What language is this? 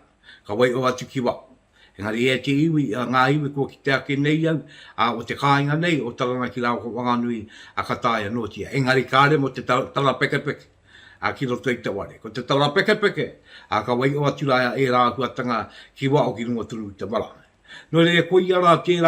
Māori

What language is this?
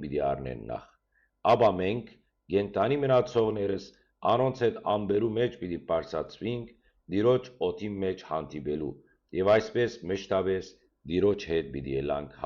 Western Armenian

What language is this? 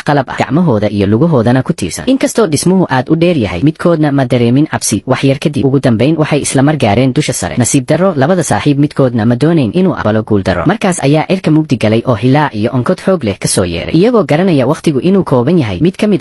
Somali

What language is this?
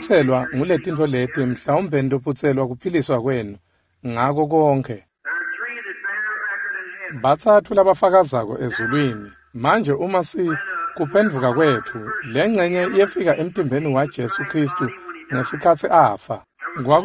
Swati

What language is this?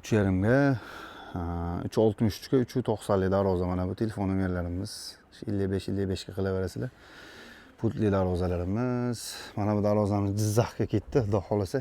Uzbek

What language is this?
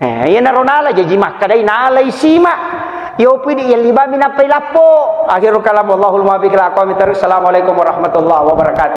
Buginese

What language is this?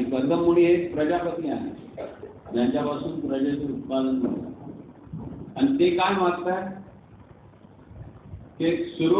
Marathi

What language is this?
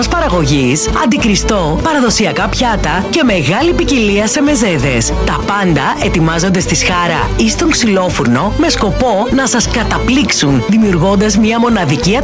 Greek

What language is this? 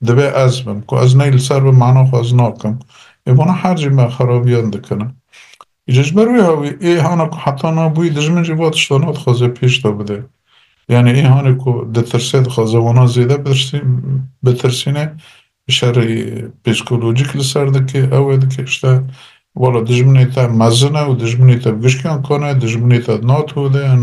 Kurdish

